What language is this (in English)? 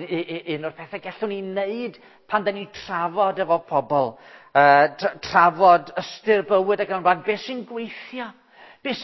Welsh